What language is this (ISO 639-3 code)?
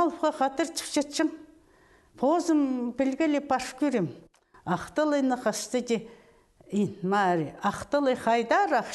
kjh